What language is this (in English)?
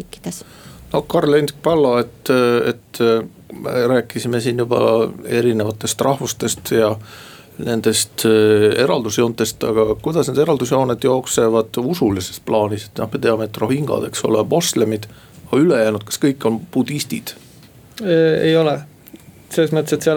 Estonian